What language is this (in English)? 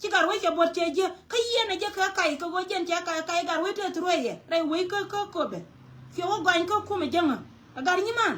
Nuer